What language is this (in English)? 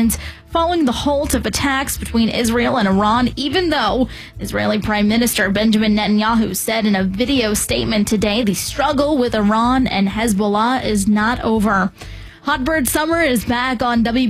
English